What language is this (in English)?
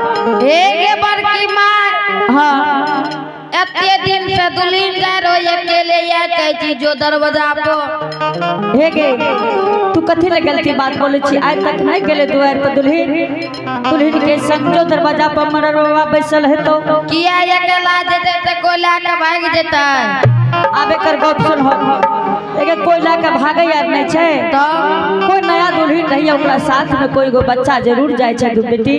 Angika